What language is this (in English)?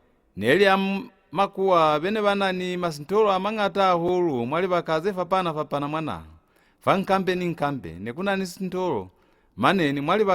Lozi